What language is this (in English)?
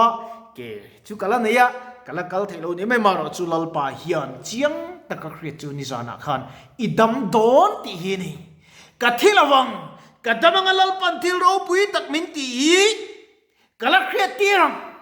Mizo